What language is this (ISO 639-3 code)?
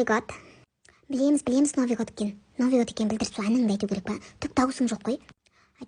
kaz